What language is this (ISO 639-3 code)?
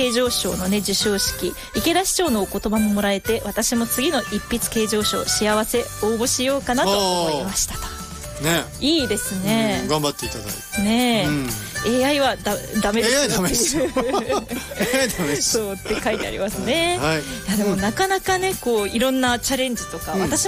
jpn